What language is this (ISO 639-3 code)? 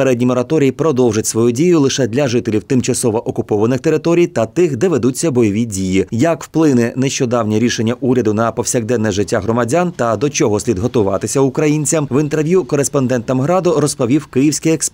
ukr